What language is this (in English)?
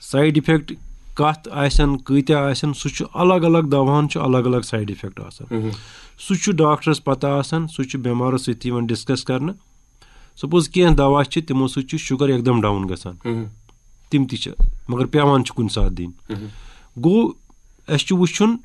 Kashmiri